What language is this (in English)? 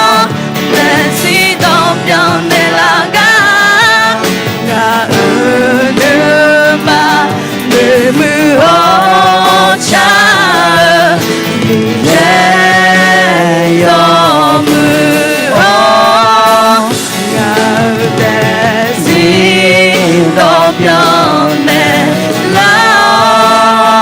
Akha